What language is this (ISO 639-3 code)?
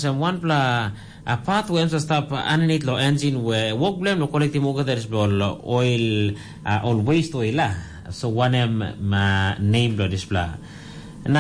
tpi